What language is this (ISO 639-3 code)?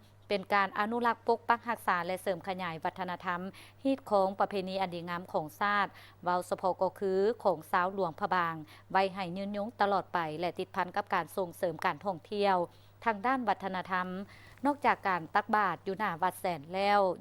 lao